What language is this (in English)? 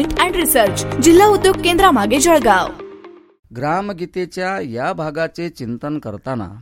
Marathi